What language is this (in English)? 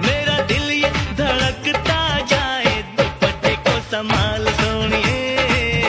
Bhojpuri